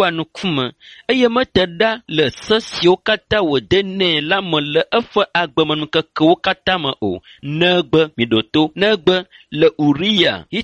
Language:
Ewe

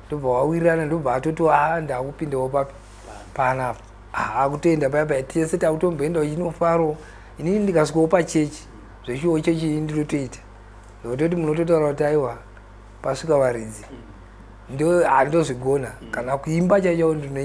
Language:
Shona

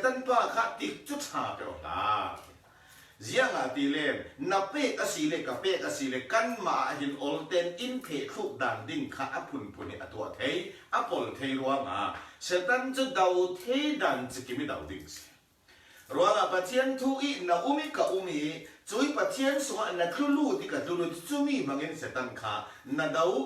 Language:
Falam Chin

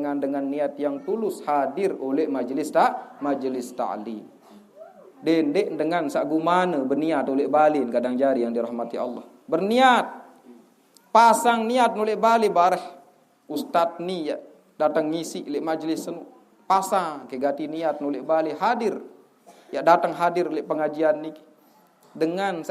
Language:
Sasak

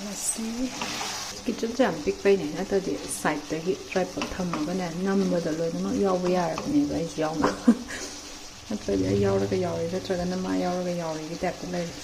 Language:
Manipuri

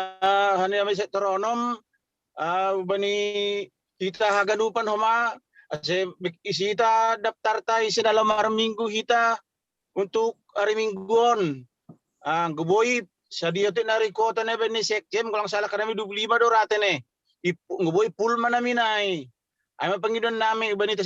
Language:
Batak Simalungun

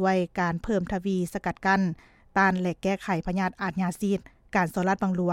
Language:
Lao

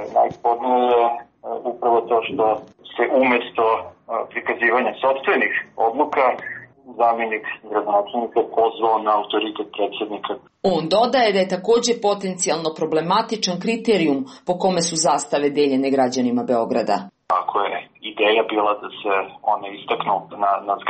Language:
Serbian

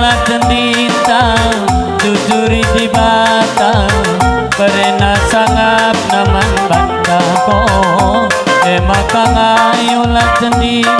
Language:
Batak Karo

